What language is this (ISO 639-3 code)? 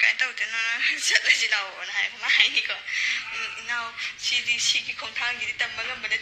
mni